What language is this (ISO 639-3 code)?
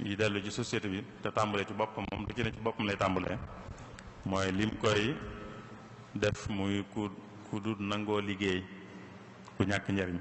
wol